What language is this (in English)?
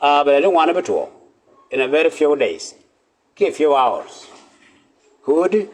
Nuer